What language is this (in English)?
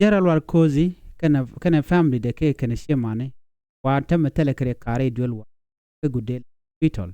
Nuer